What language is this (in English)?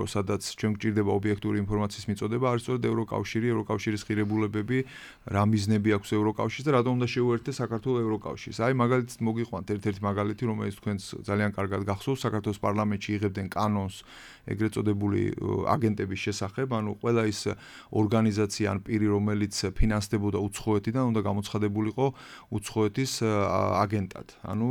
Georgian